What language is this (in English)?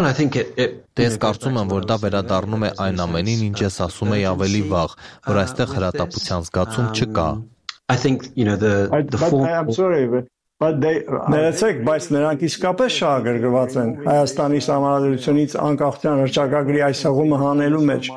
Armenian